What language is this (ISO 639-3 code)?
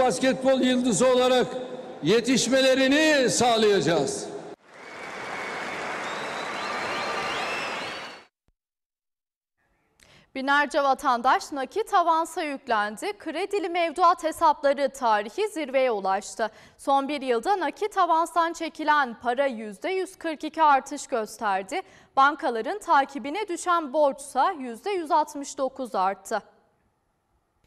tur